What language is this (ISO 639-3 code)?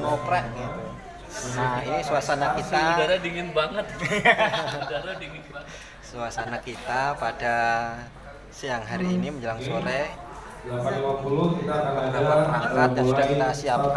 ind